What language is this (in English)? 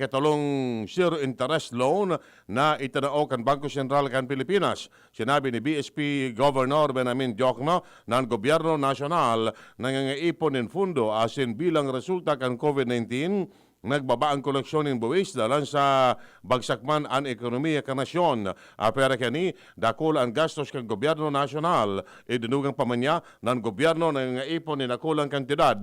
Bikol